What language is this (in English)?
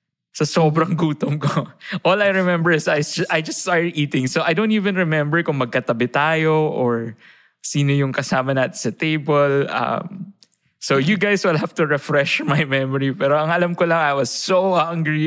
Filipino